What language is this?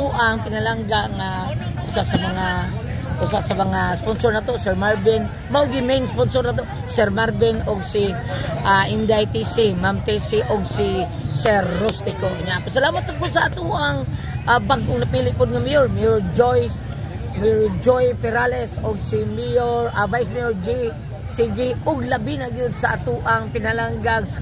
Cebuano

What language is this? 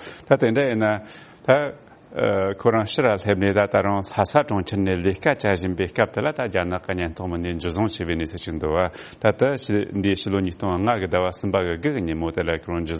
Tibetan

